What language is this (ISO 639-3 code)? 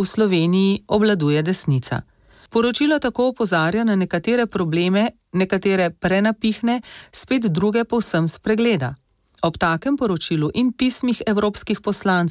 slv